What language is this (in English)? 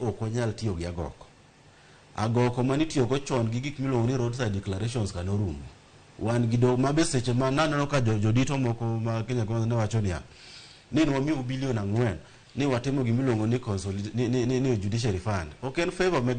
Luo (Kenya and Tanzania)